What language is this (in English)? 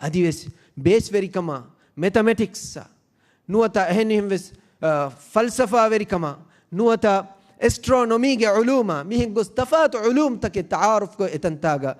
Divehi